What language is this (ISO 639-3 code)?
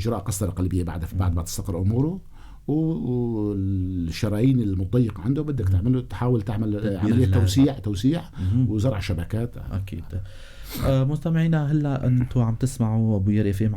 apc